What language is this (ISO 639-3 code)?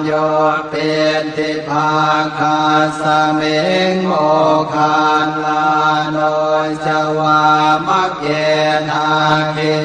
pli